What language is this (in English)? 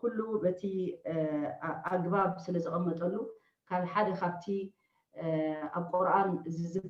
Tigrinya